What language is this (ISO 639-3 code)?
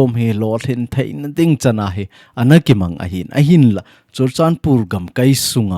tcz